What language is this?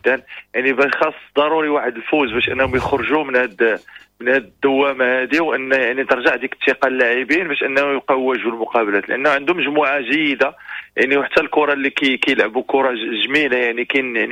Moroccan Arabic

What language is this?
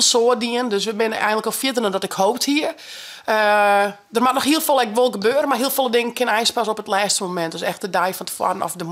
Western Frisian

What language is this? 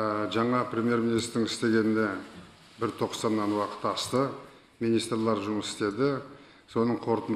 Kyrgyz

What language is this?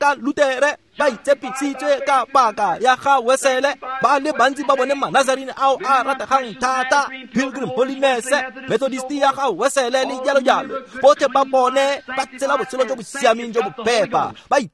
Tswana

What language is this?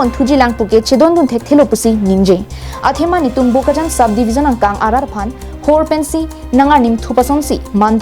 Karbi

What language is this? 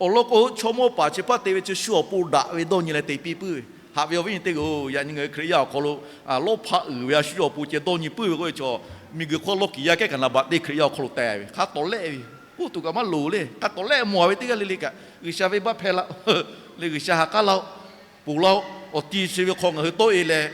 Lahu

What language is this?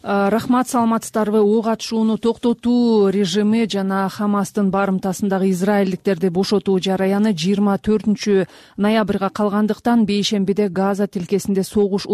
Kyrgyz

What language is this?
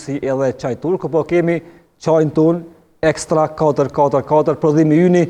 Albanian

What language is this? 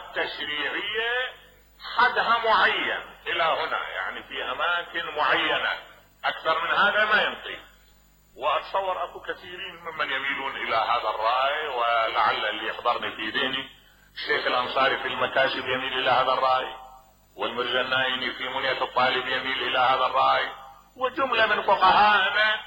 Mesopotamian Arabic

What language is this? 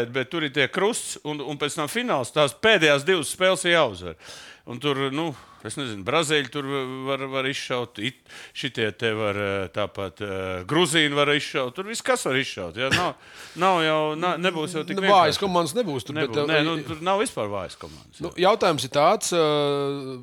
Latvian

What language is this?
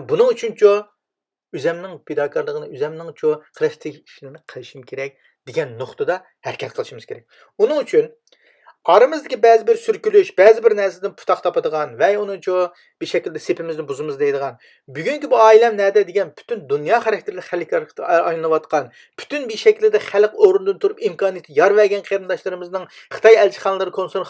Uyghur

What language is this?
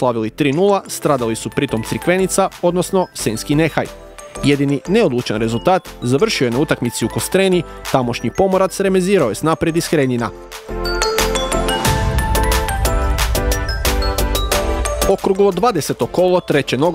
Croatian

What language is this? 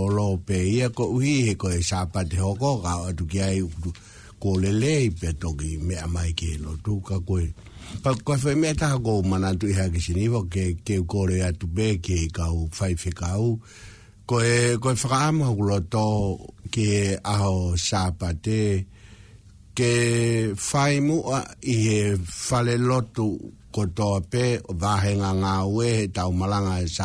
Tongan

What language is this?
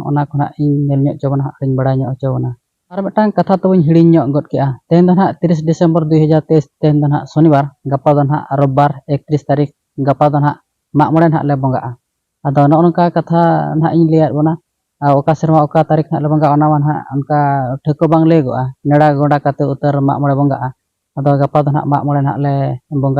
Santali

